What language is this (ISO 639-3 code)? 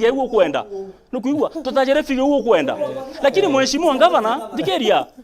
mer